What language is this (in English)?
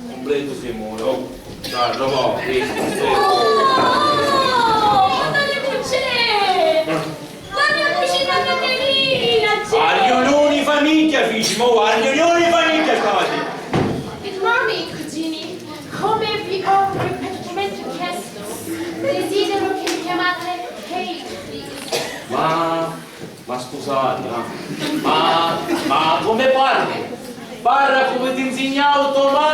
Sicilian